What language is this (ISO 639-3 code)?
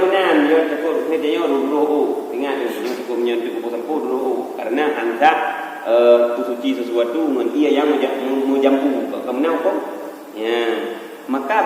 ace